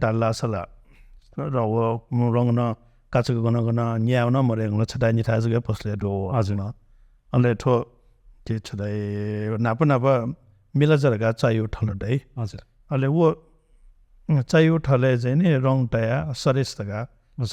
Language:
Newari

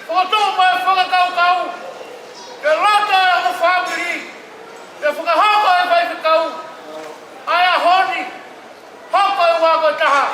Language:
Tongan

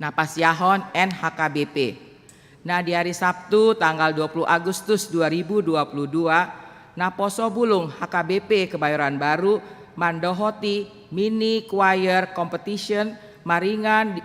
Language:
Batak Toba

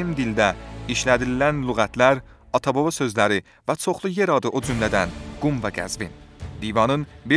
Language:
South Azerbaijani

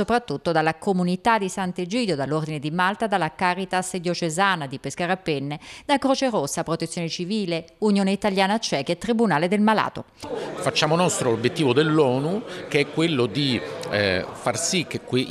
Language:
Italian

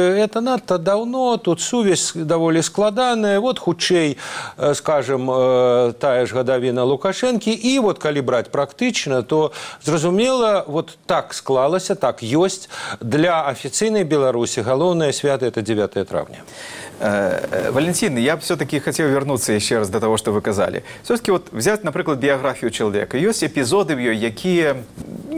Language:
Belarusian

